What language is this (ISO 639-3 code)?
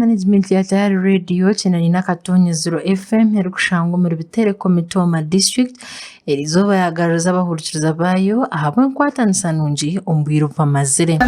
nyn